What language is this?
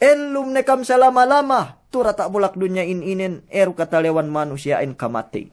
Yakan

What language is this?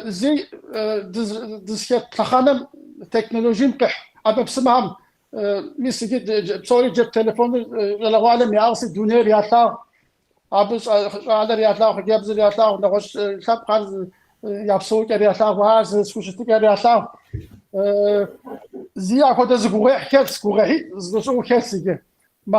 Kabardian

